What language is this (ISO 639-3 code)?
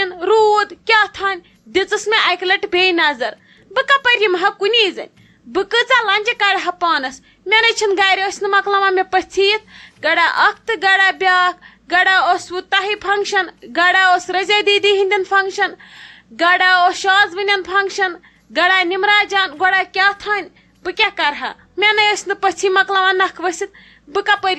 kas